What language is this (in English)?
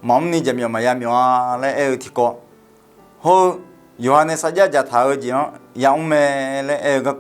Akha